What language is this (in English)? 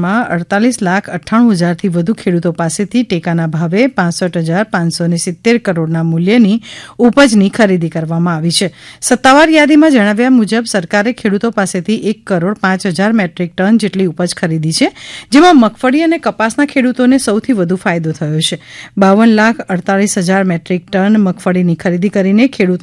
Gujarati